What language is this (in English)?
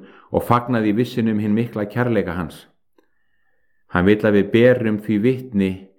Icelandic